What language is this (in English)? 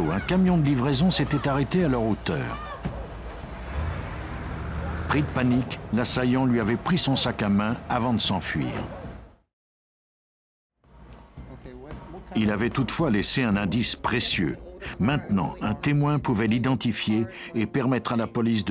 French